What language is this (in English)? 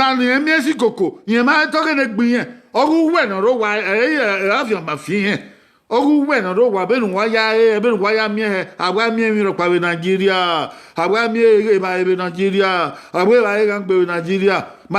Bini